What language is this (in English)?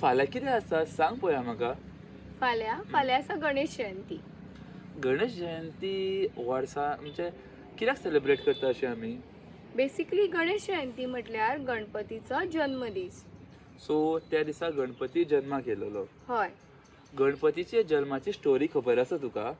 Konkani